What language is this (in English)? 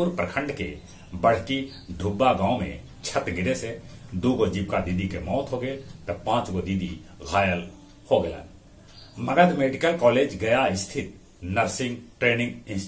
Magahi